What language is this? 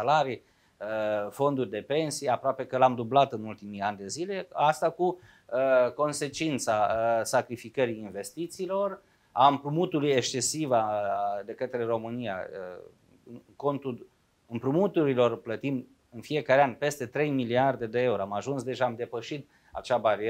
Romanian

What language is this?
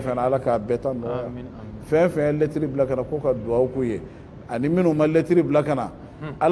Bambara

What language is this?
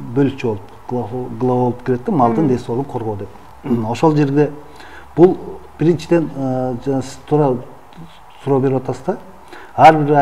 Kyrgyz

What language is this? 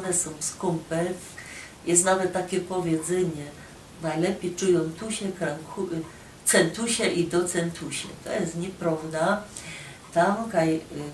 Silesian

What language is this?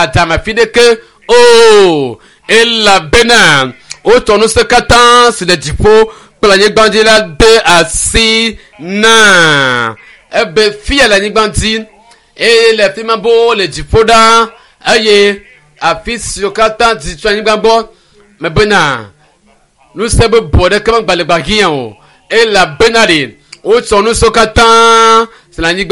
Ewe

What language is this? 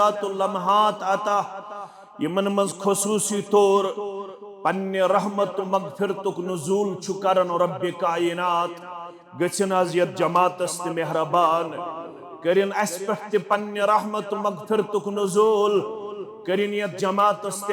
Kashmiri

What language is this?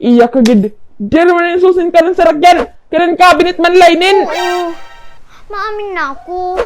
Waray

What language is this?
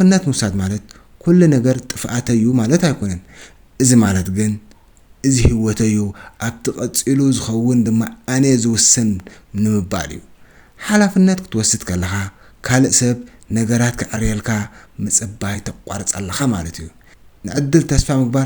Tigrinya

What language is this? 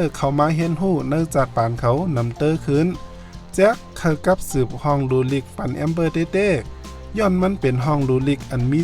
Shan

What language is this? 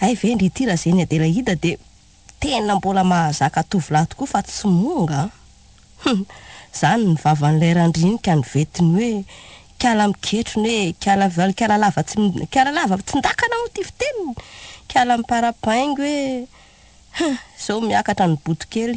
Malagasy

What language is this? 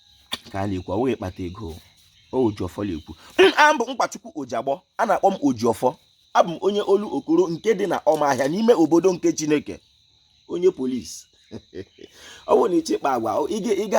Igbo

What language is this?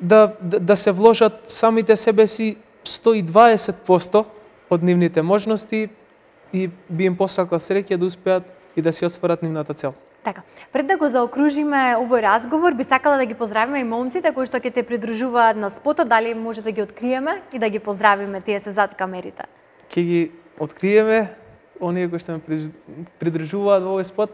Macedonian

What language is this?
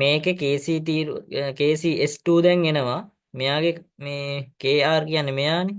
Sinhala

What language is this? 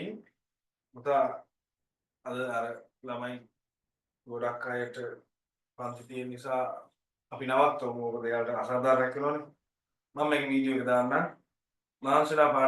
Sinhala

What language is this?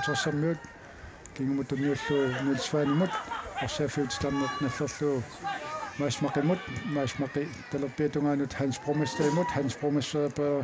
Kalaallisut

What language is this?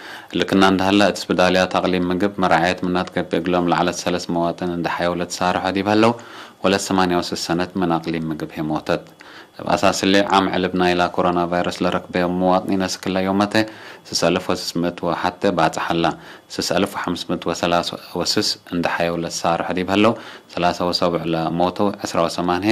Tigre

